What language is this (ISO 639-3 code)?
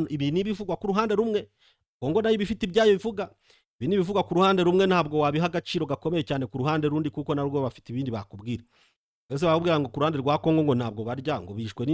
kin